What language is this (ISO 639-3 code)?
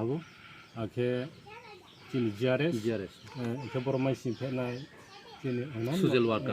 ria